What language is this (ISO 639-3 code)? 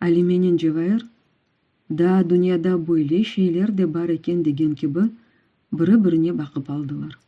crh